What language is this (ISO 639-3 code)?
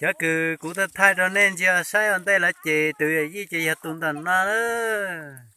hmn